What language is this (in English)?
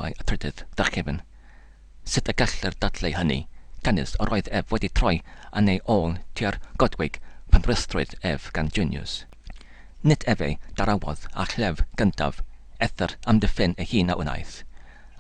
Welsh